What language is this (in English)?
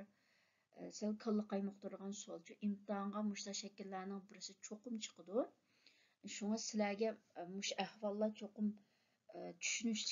Uyghur